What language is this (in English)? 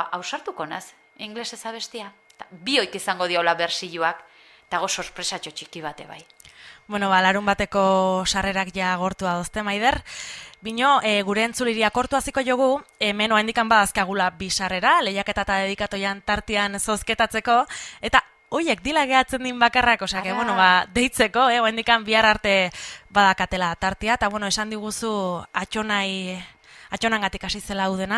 Basque